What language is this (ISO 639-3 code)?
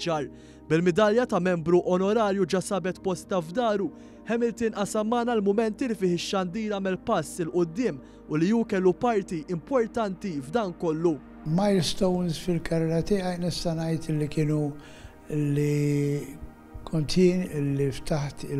mlt